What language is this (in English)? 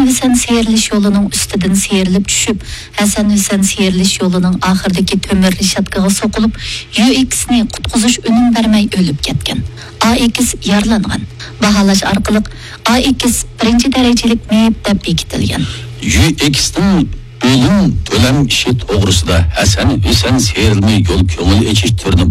Uyghur